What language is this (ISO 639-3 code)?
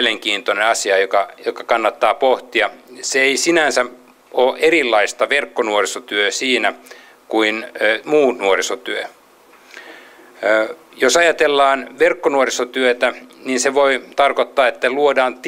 fin